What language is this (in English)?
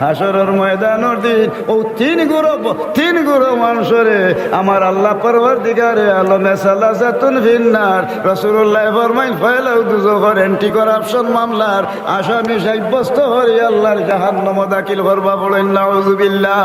Sylheti